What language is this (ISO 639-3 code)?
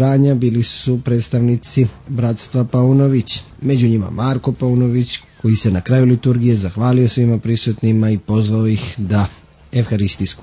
srp